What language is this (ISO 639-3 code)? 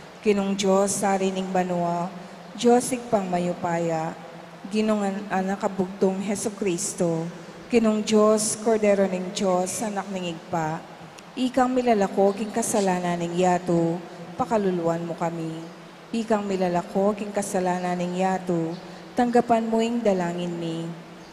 pam